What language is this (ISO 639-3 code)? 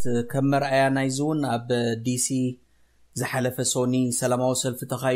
tir